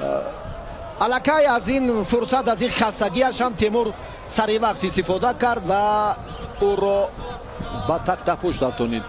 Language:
Tajik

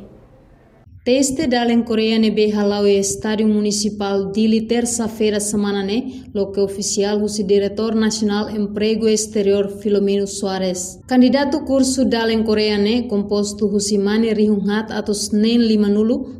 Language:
Tetum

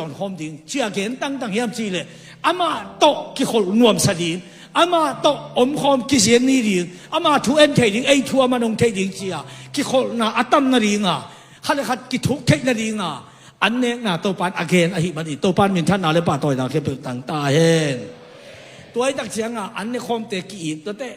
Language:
Tedim Chin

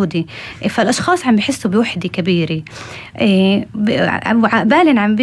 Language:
North Levantine Arabic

